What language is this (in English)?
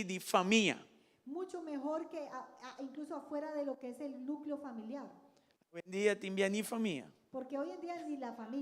Papiamento